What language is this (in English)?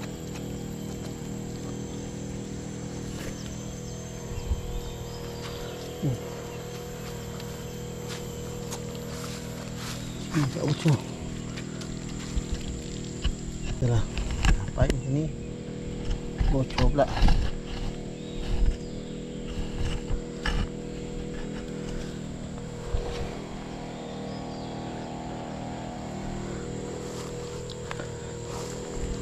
Malay